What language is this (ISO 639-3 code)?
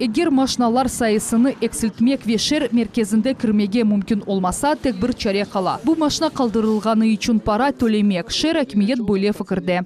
crh